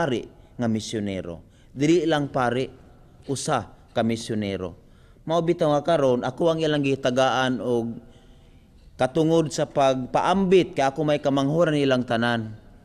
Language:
Cebuano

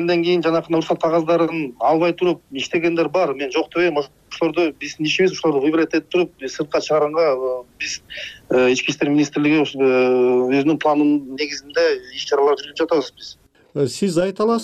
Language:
Kyrgyz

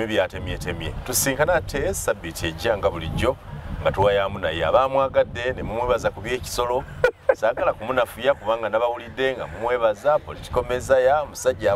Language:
Ganda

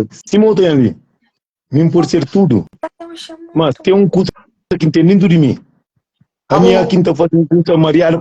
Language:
Kabuverdianu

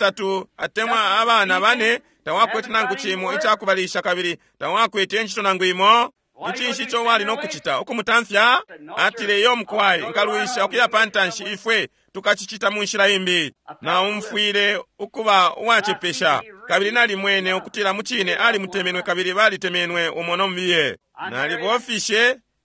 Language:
Bemba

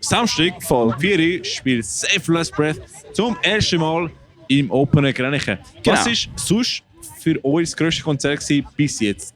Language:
Swiss German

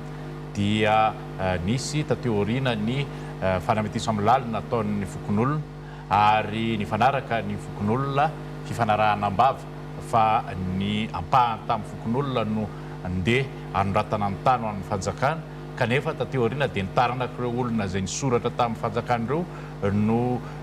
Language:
Malagasy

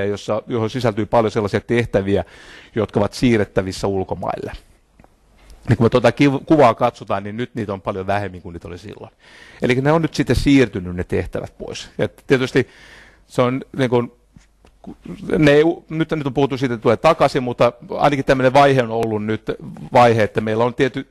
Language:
Finnish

